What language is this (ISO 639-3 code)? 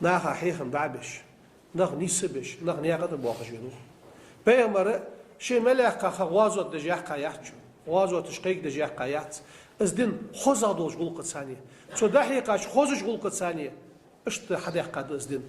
inh